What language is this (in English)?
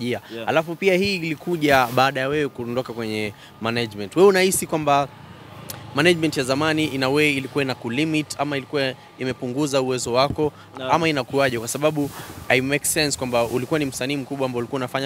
Swahili